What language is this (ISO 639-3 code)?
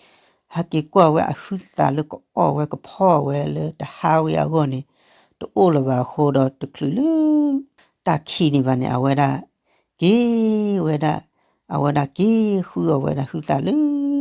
ksw